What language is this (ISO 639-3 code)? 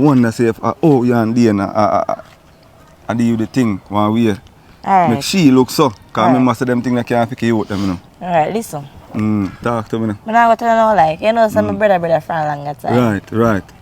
jam